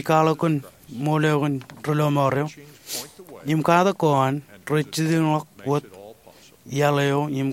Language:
Marshallese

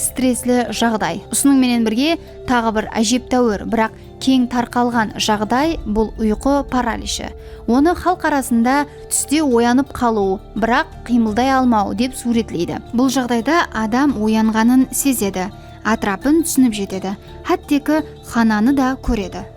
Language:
Kara-Kalpak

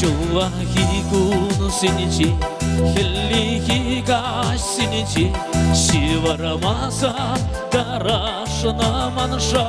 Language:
Chuvash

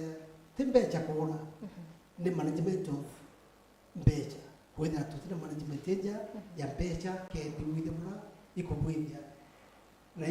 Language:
Meru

